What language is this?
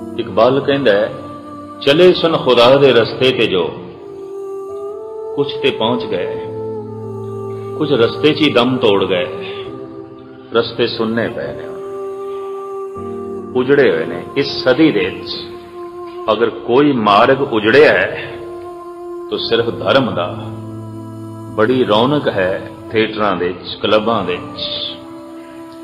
Punjabi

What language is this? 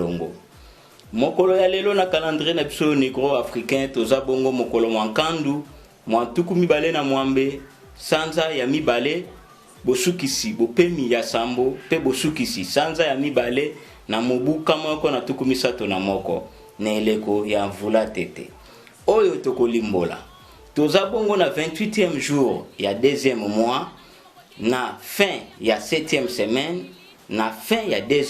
Lingala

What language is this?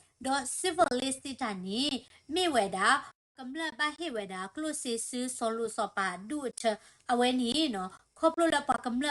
S'gaw Karen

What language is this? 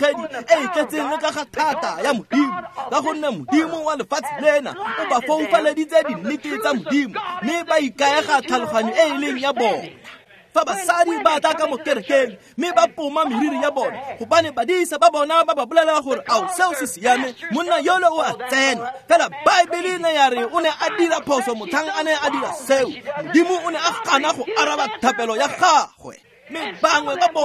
Tswana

